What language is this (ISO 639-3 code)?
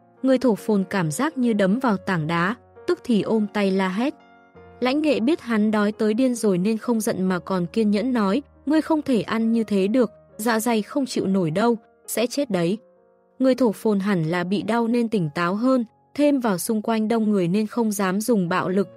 vie